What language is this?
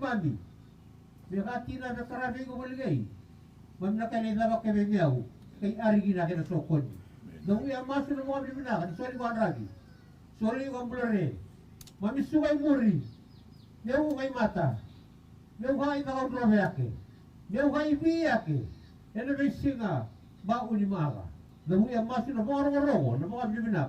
Fijian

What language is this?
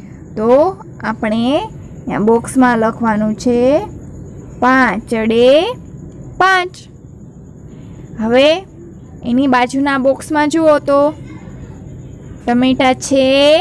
Gujarati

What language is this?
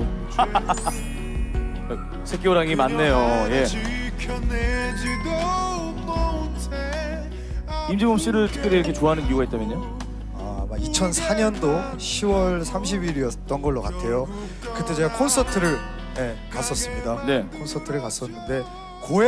Korean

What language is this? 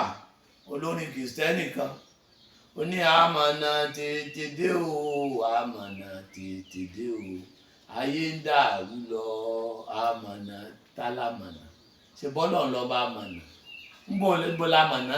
Yoruba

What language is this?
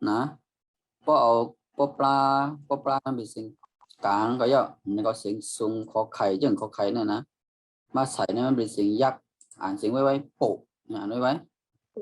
Shan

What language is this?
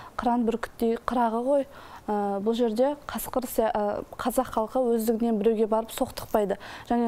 Kazakh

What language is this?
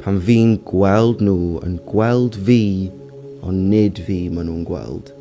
Welsh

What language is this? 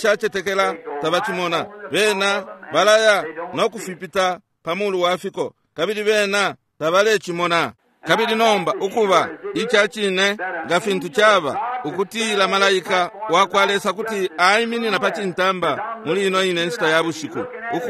Bemba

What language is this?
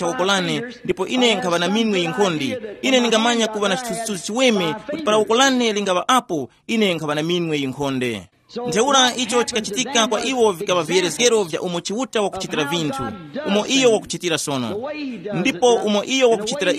Tumbuka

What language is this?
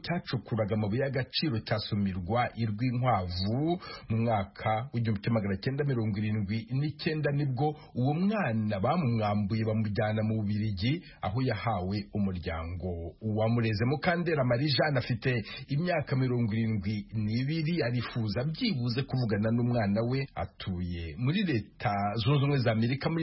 Kinyarwanda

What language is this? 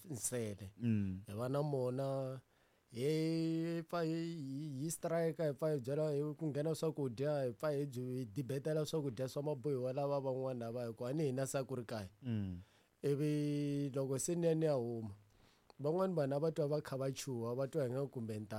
Tsonga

